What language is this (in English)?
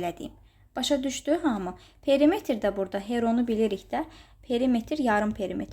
Azerbaijani